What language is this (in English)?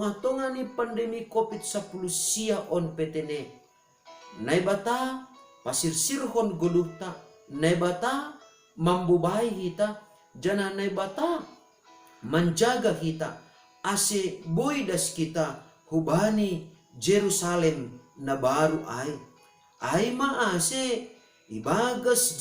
Batak Simalungun